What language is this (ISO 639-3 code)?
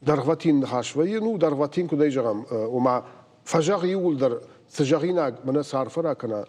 oss